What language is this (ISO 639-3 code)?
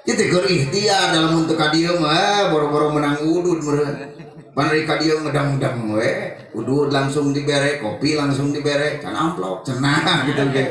sun